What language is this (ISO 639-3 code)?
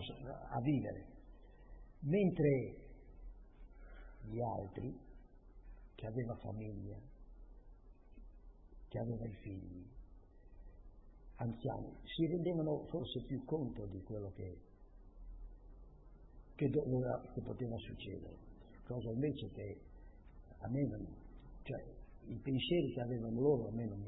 ita